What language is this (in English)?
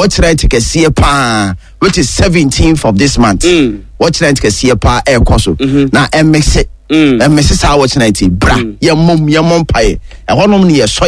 Akan